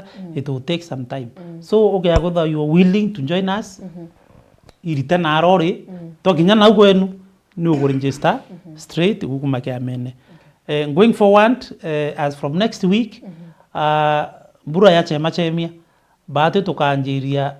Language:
Meru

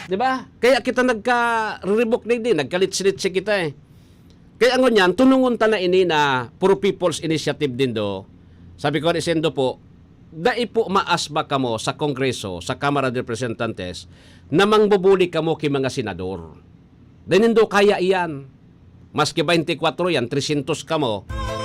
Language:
Bikol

